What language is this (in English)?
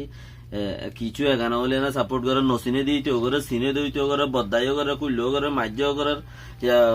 Rohingya